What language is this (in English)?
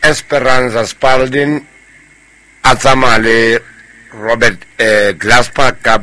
Southern Sotho